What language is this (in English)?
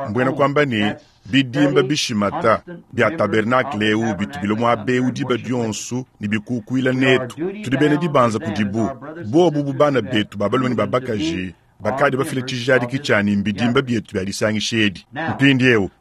Luba-Lulua